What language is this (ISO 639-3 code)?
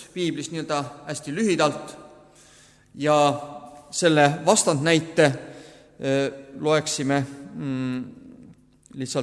est